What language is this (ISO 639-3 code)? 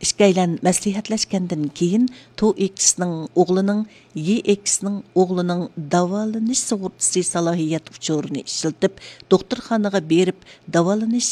uig